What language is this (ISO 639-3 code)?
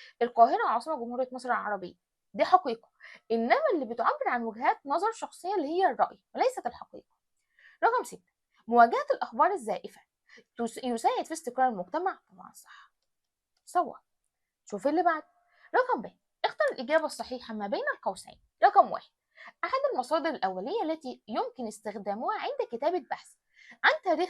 arz